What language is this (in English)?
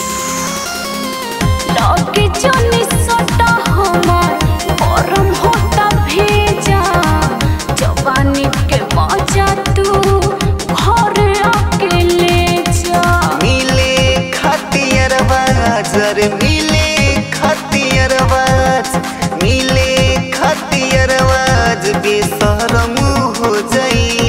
Bhojpuri